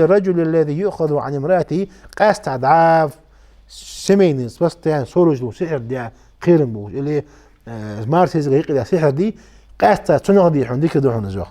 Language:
Ingush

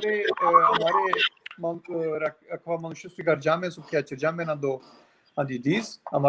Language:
Balkan Romani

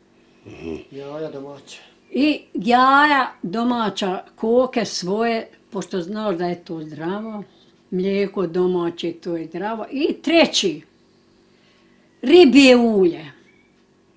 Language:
Bosnian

